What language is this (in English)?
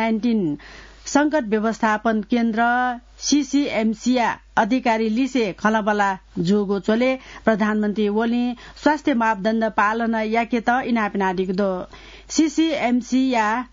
Newari